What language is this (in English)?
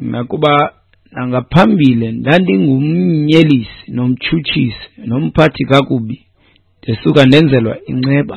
Xhosa